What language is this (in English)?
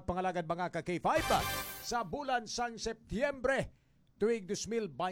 Hiligaynon